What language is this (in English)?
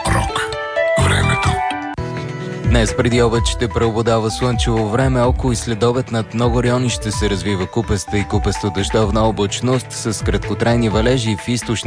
Bulgarian